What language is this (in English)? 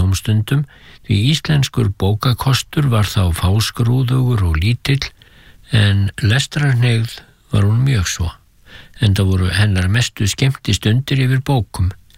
Icelandic